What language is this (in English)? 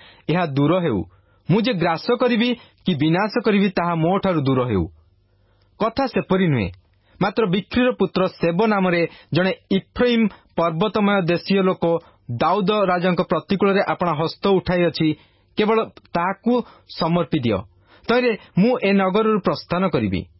Odia